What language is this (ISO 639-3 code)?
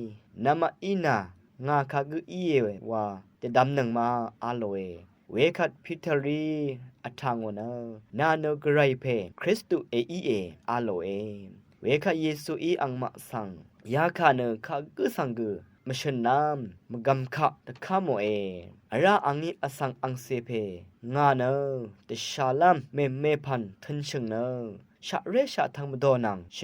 raw